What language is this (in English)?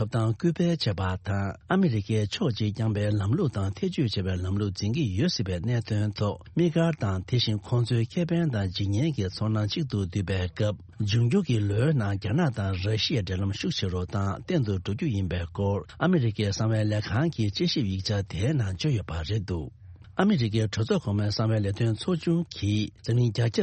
Tibetan